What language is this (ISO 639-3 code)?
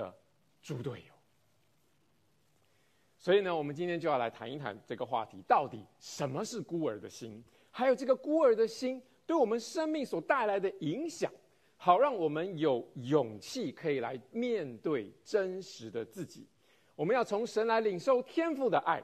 zho